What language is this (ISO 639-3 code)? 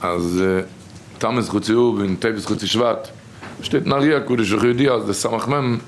yid